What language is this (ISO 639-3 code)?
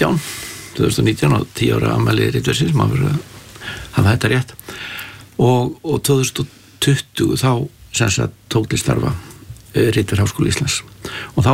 isl